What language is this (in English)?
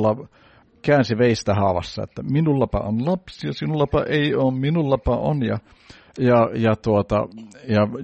Finnish